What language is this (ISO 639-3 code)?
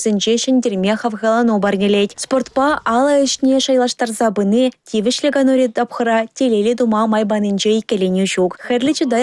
chv